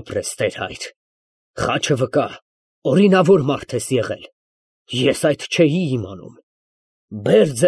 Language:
Armenian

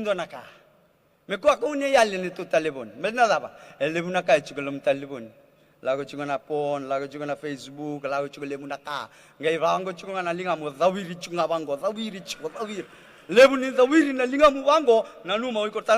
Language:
Fijian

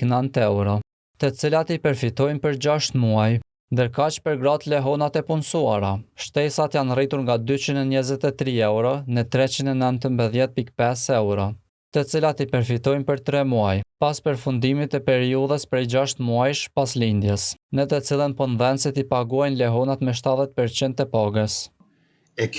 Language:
Albanian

